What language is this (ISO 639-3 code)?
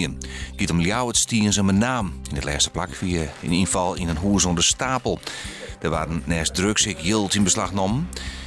fry